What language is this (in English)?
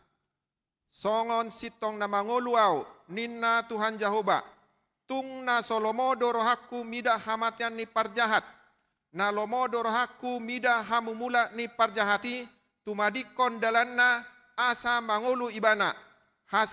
Batak Toba